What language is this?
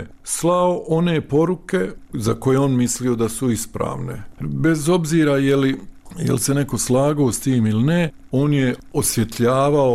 Bosnian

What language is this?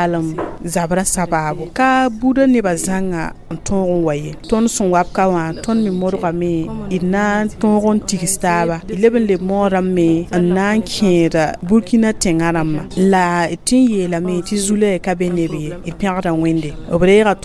Mossi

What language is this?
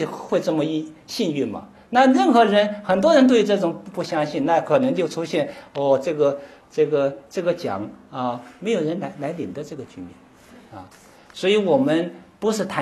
Chinese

